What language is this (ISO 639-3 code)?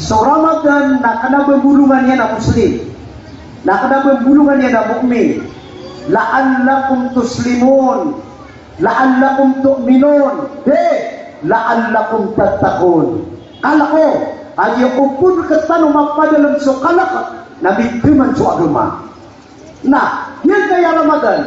mrw